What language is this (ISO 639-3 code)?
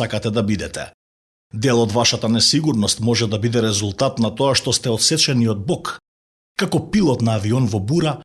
mkd